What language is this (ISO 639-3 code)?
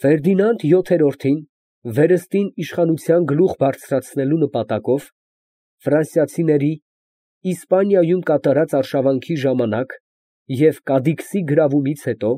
hye